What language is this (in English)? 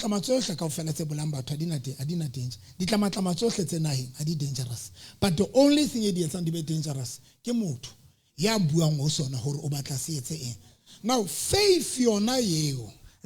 Southern Sotho